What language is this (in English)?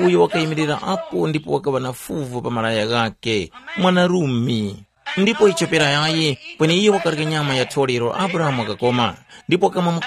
Tumbuka